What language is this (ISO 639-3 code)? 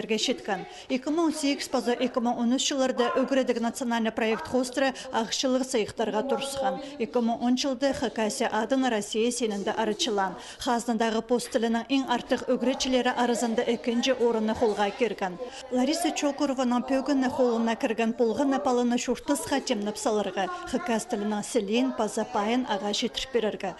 kjh